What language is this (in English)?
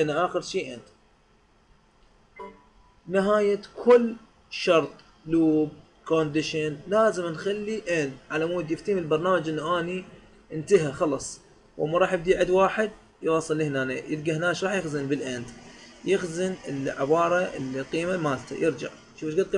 Mesopotamian Arabic